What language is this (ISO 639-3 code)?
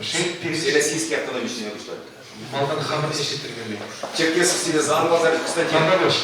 chv